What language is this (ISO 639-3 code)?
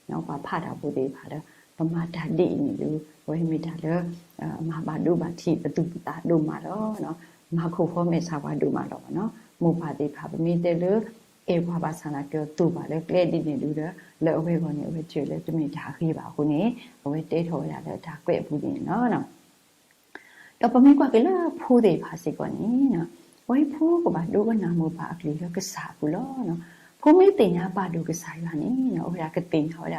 ksw